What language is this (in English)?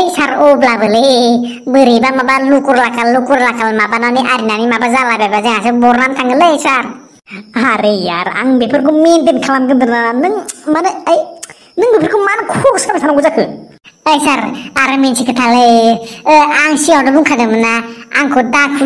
Bodo